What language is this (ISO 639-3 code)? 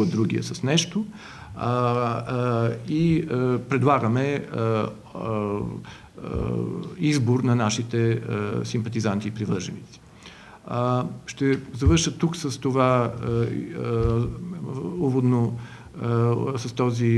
bul